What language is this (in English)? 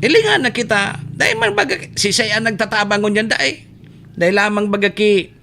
Bikol